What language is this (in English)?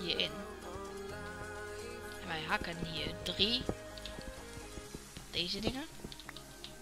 Dutch